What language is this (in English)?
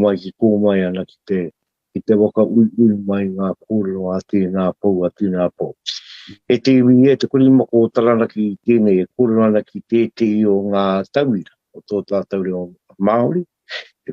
Māori